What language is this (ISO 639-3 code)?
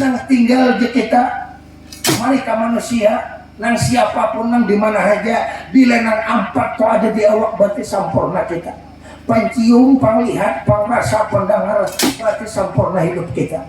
bjn